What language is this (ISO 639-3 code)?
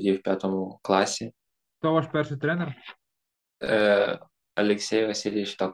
ukr